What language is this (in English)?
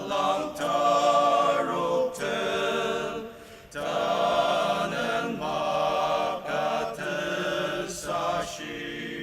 Ao Naga